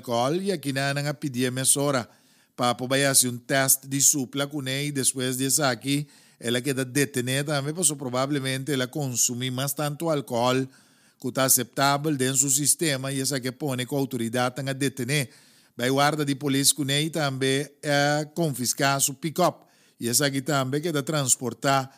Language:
Papiamento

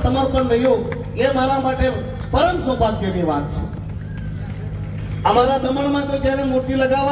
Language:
Gujarati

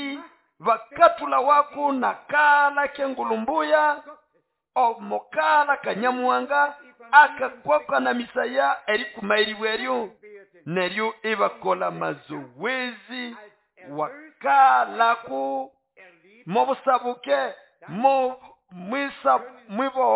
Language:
Nande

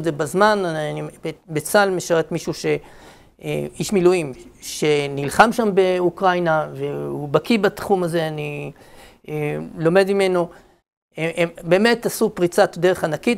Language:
Hebrew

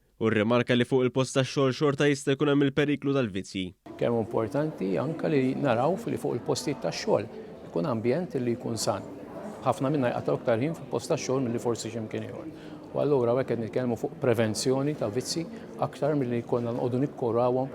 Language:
Maltese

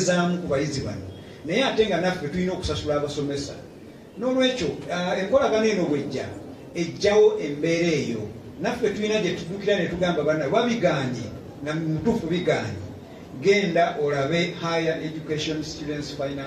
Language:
Ganda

